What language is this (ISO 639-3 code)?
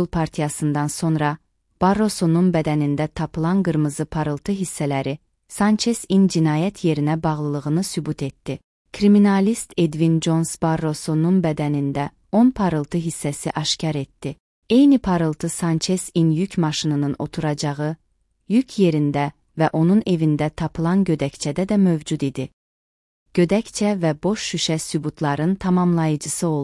aze